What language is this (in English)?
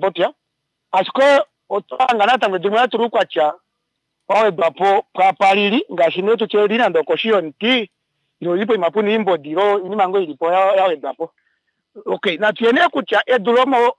Kuanyama